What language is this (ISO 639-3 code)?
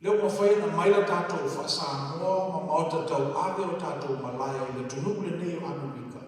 smo